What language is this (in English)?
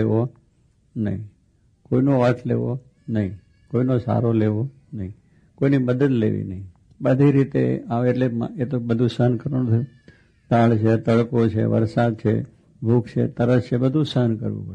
Gujarati